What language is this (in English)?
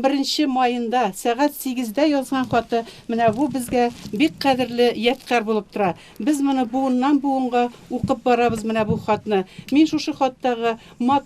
Tatar